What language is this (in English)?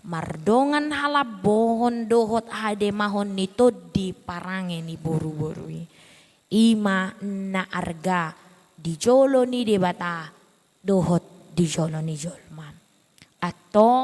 Batak Toba